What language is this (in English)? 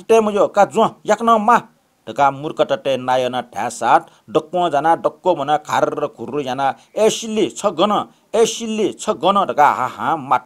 Newari